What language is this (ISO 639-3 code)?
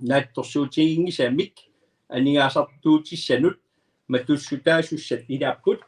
kal